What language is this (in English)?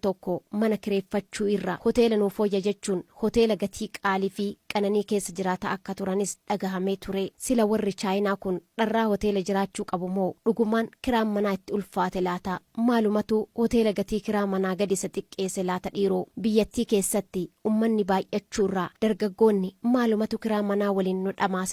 Oromo